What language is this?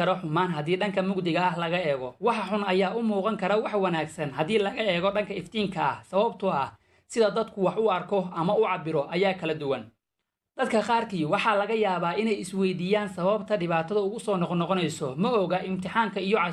Somali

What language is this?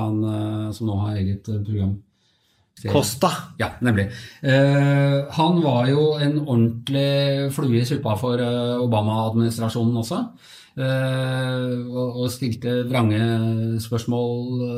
Norwegian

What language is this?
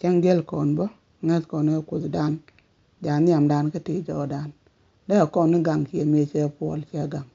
Nuer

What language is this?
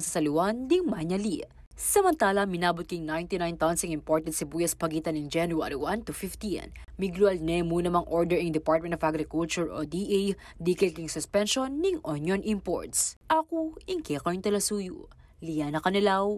Pampanga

